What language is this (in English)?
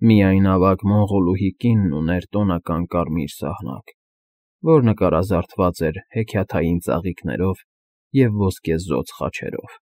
Armenian